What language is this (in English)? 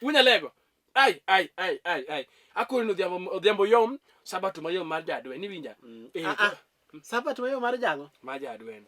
Luo (Kenya and Tanzania)